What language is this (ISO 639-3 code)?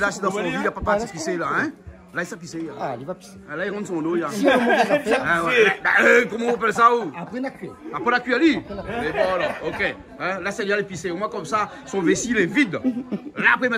rcf